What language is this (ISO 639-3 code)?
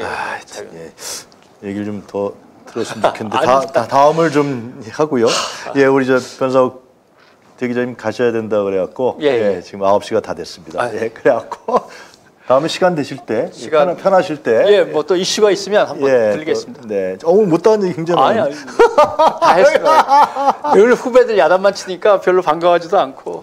kor